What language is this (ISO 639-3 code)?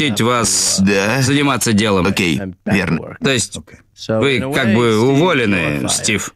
rus